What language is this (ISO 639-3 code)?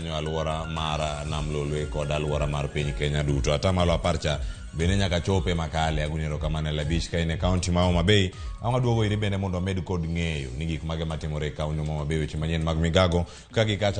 luo